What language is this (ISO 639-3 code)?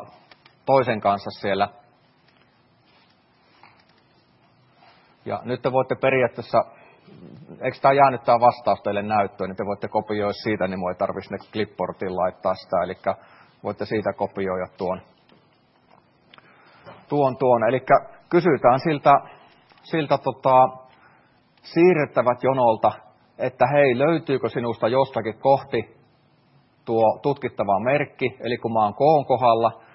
fin